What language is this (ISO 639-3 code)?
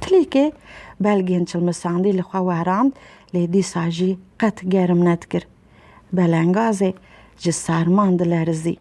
kur